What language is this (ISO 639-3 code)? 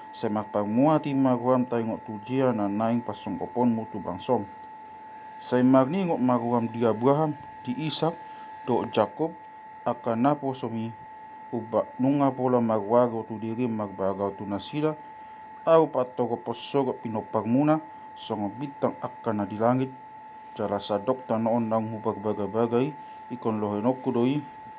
bbc